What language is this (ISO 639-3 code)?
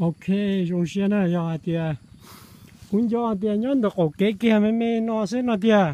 hmn